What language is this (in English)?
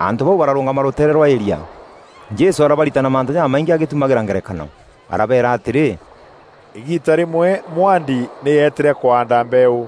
Meru